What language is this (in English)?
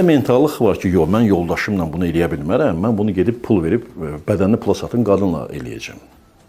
Azerbaijani